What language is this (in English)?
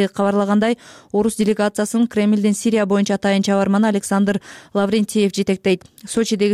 Kyrgyz